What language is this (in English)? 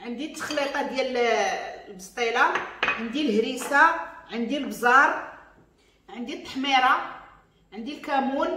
Moroccan Arabic